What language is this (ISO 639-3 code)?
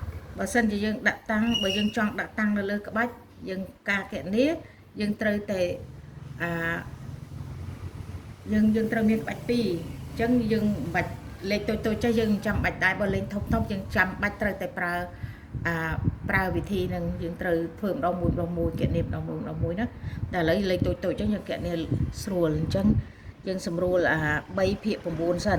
khm